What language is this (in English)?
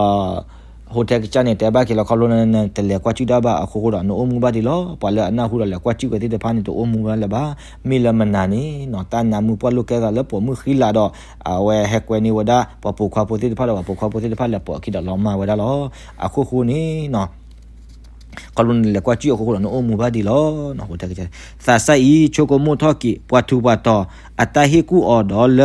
S'gaw Karen